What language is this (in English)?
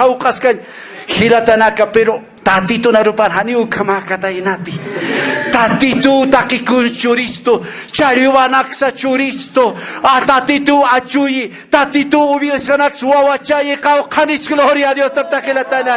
Aymara